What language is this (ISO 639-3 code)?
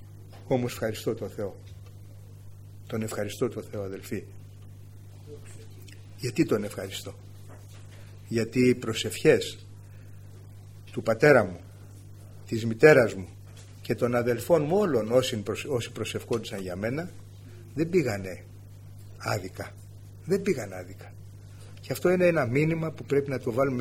ell